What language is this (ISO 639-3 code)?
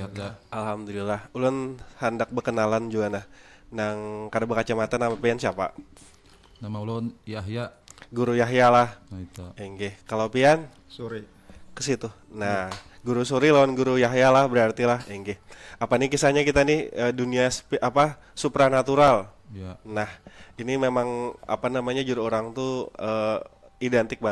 bjn